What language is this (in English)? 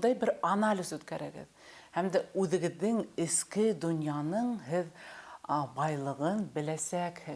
Bashkir